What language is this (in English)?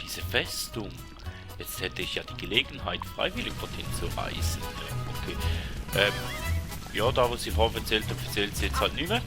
Swiss German